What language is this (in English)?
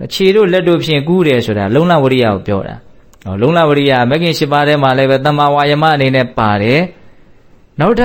Burmese